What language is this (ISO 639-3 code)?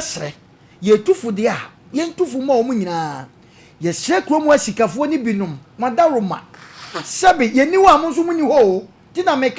aka